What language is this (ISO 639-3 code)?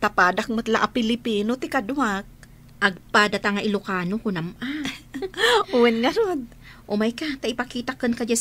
ilo